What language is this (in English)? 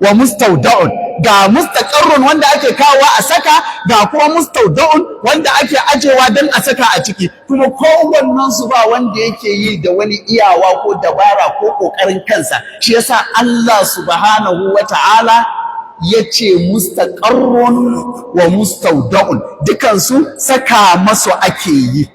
Hausa